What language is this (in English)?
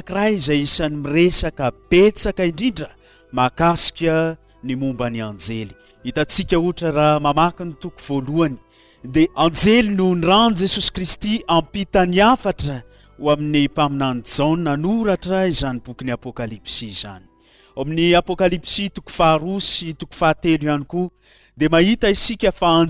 Malagasy